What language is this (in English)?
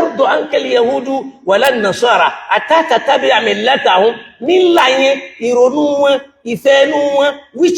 Yoruba